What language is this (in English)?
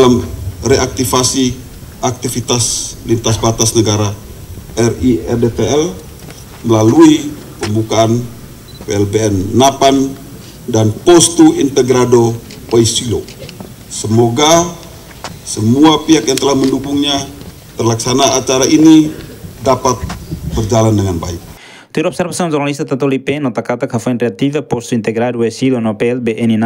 Tetum